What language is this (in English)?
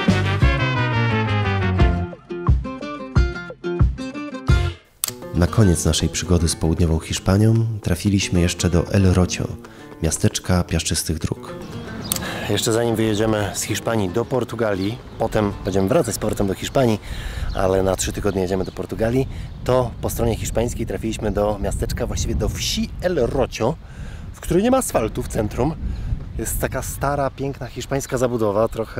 Polish